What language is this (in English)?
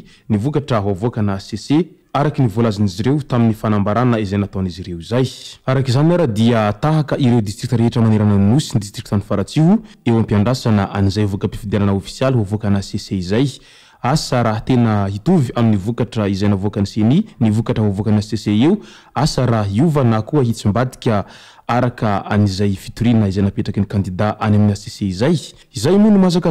Malagasy